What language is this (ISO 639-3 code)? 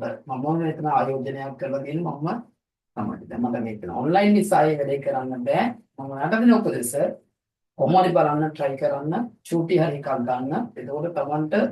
sin